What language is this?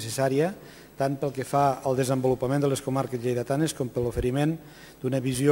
Catalan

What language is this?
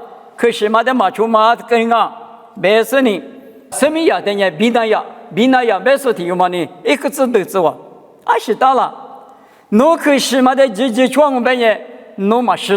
Lisu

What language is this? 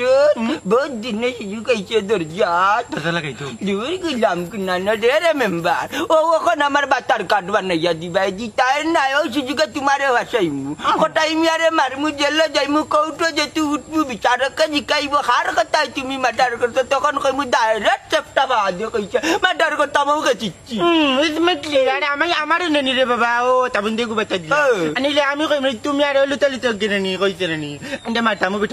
Sylheti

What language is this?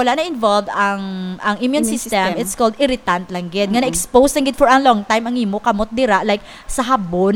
Hiligaynon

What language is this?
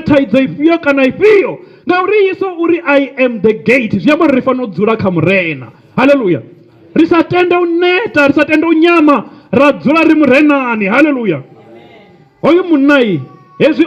Venda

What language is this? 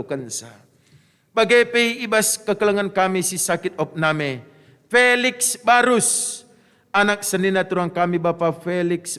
Batak Karo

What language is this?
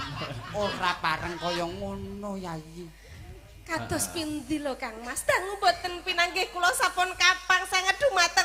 Javanese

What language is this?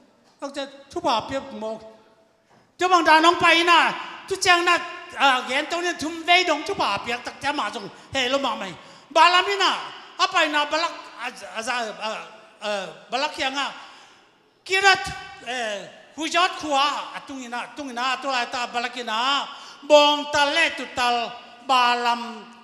Tedim Chin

